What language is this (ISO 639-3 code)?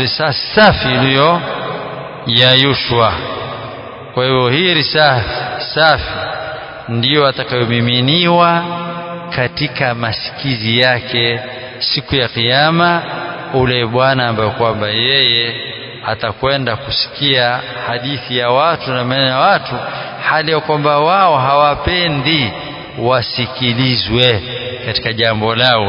swa